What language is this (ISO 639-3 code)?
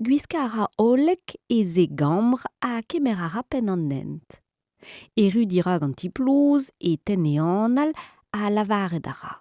bre